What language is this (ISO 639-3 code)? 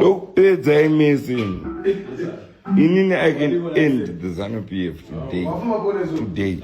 sna